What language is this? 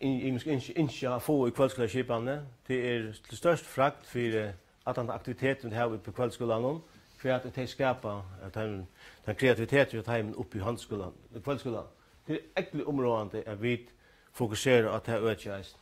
Faroese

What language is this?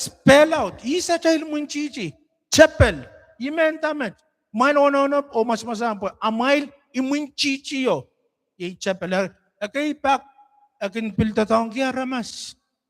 Pohnpeian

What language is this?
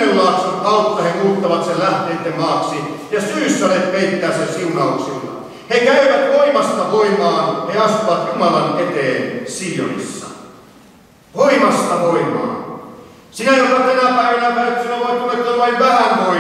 Finnish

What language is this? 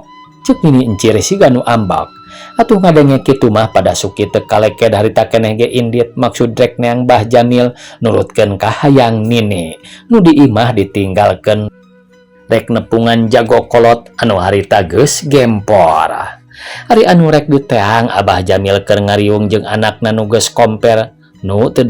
Sundanese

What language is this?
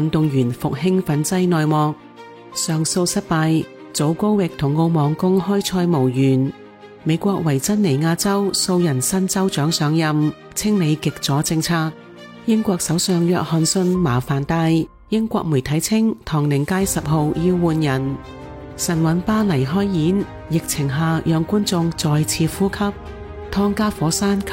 Cantonese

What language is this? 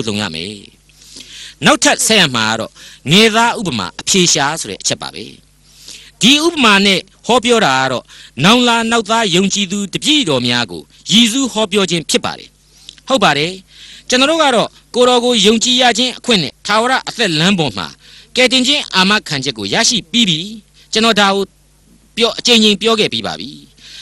Burmese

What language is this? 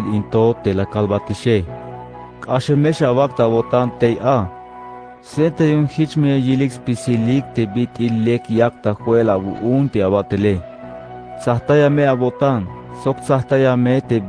Tzeltal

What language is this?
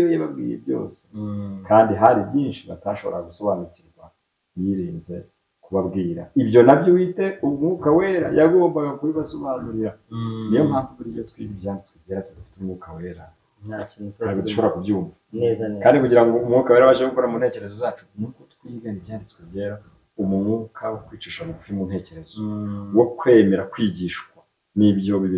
Kinyarwanda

